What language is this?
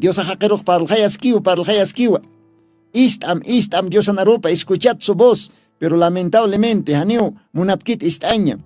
Aymara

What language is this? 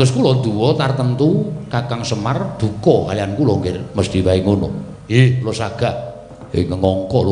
Javanese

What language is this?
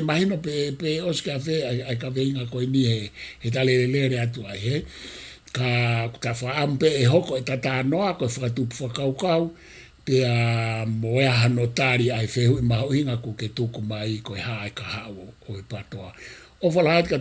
Tongan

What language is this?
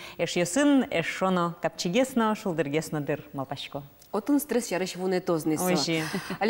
Udmurt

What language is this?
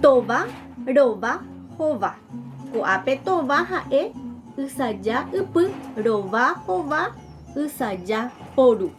Guarani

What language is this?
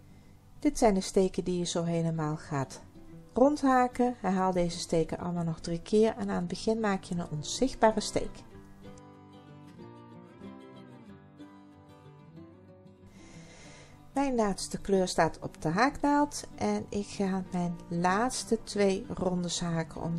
Dutch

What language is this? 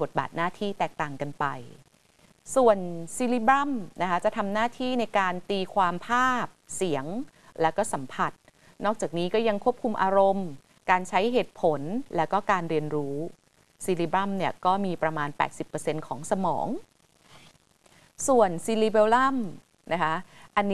Thai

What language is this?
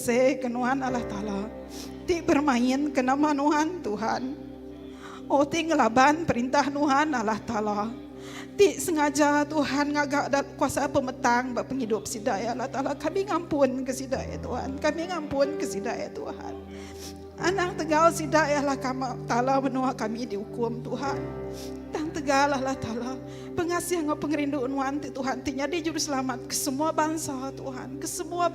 Iban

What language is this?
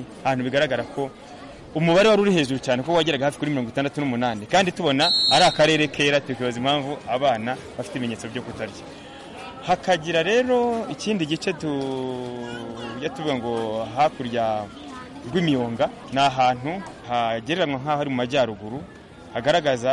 Kinyarwanda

